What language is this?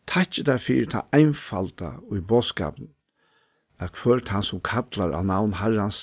Faroese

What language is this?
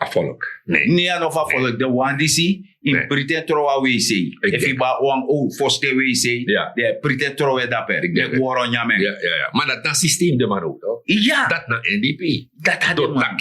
Sranan Tongo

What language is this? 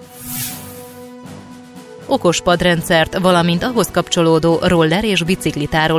Hungarian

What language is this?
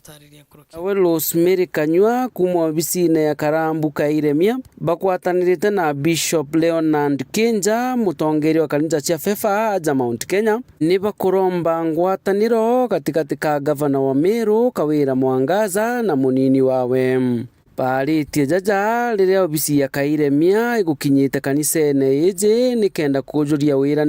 Meru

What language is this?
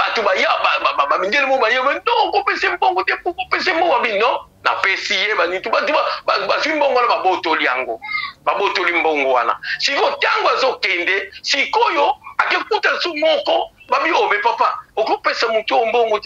Lingala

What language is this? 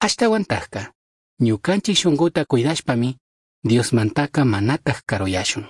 Chimborazo Highland Quichua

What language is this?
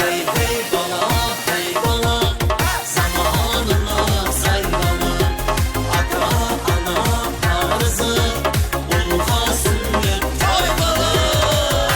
Kara-Kalpak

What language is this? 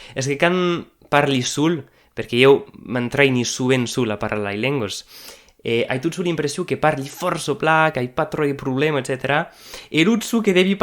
Occitan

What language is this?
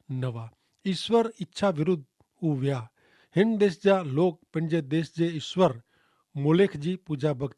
Kachhi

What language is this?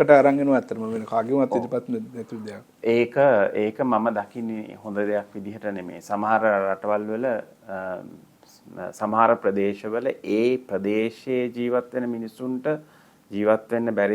Sinhala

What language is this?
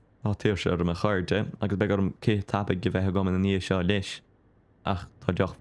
Irish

